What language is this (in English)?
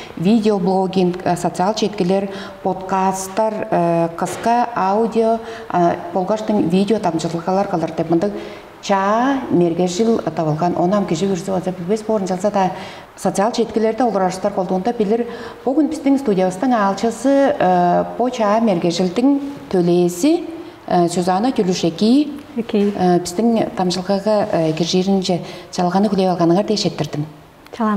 Tuvinian